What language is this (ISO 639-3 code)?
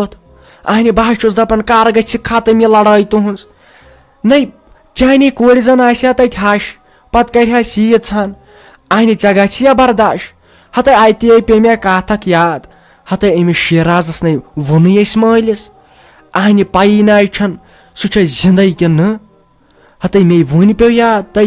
kas